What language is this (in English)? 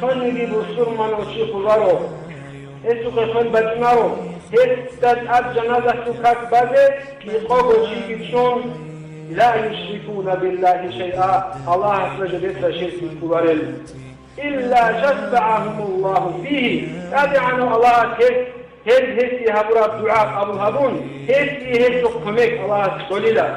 Avaric